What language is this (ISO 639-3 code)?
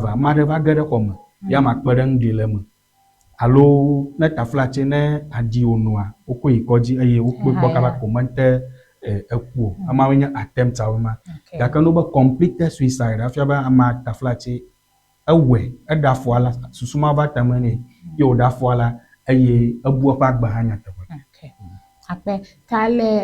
ewe